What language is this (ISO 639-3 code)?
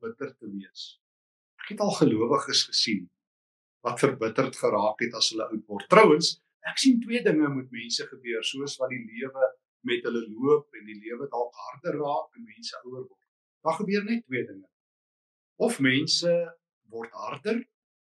afr